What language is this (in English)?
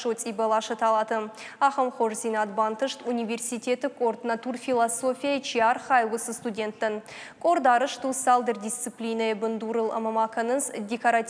Ossetic